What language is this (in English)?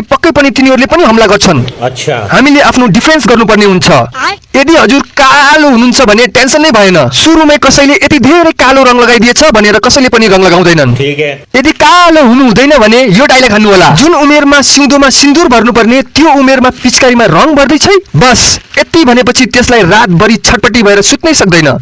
Nepali